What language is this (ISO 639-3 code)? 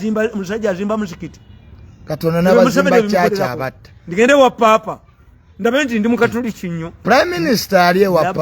lug